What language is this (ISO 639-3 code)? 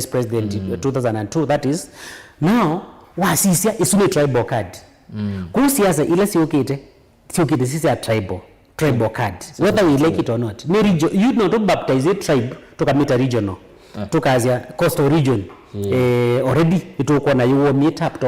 kam